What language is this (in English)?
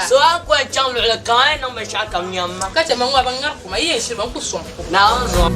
Dagbani